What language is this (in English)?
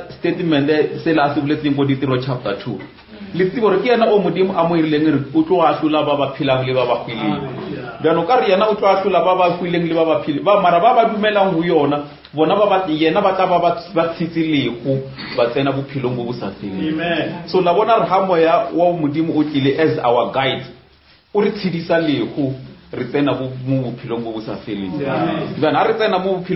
Northern Sotho